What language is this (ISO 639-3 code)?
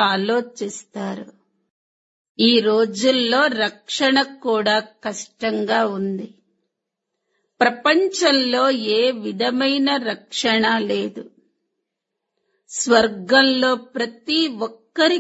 tel